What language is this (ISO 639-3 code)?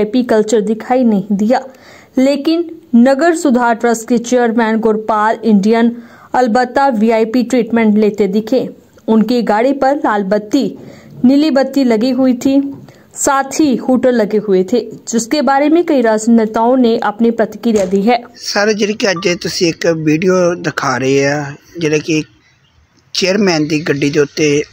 pan